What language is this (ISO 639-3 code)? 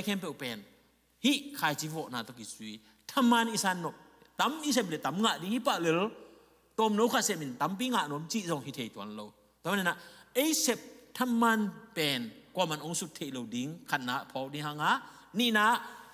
ctd